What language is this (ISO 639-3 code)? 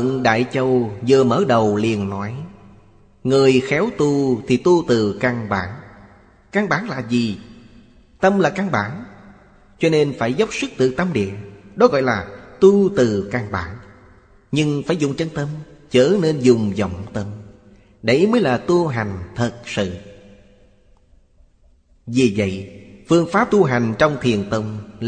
vie